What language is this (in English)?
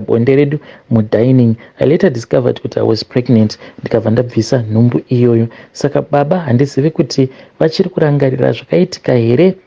Shona